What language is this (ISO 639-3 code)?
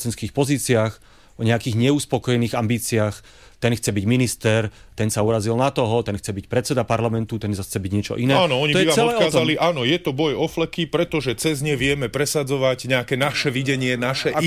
slk